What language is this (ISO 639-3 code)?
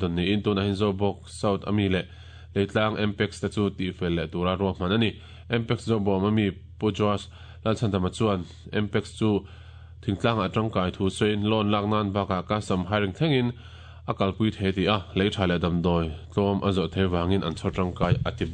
lus